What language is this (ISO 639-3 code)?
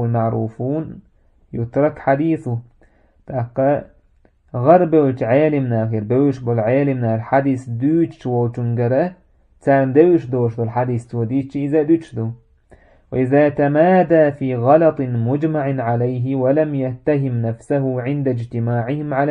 che